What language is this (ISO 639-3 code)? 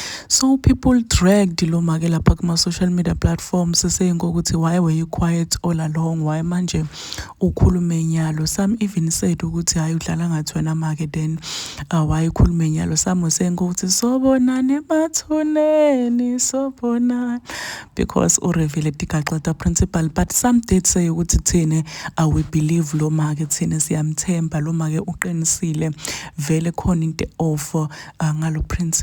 zul